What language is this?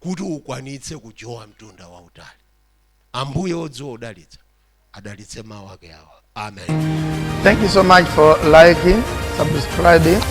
Nyanja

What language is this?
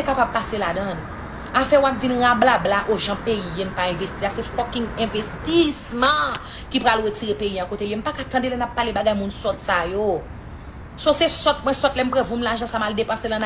Haitian Creole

